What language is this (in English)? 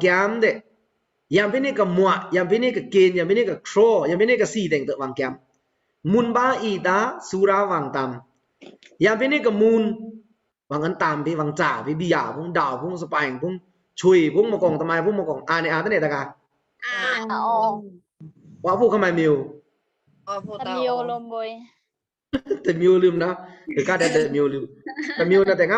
Pa'o Karen